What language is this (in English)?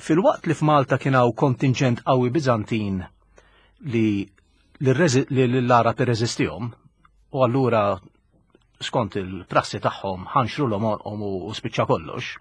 Maltese